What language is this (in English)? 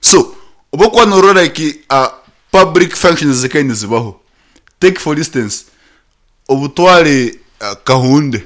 Nyankole